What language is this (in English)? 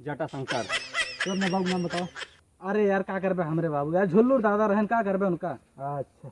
Awadhi